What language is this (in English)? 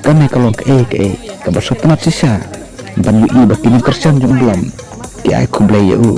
Khasi